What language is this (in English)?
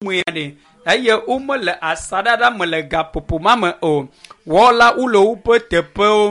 Ewe